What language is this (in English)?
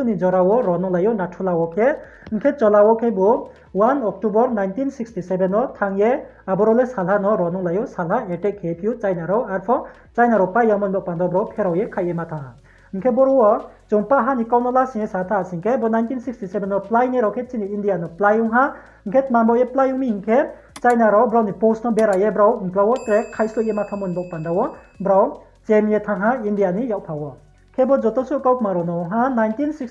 Riang (India)